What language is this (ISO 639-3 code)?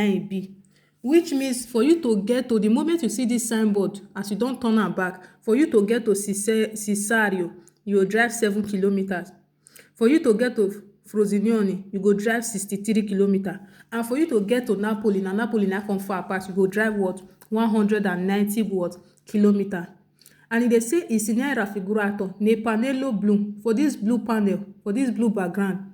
pcm